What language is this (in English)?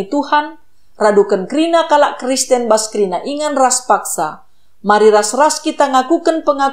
Batak Karo